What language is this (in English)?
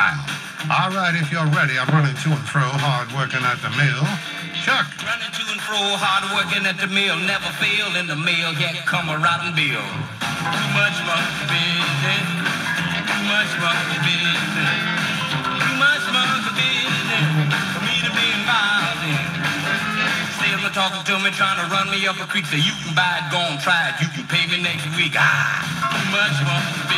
English